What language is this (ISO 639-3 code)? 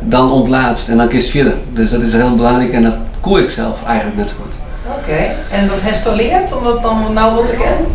fry